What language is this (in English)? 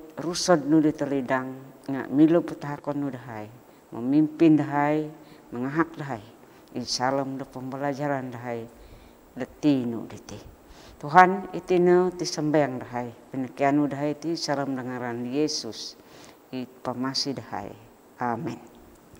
Central Dusun